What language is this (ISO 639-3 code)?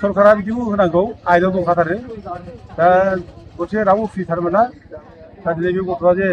brx